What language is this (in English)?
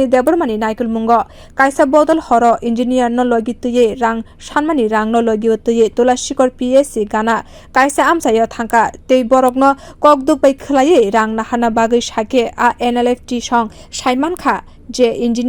Kok Borok